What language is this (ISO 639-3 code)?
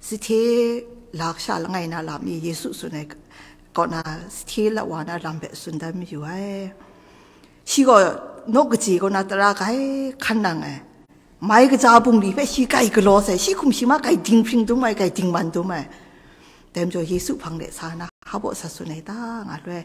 kac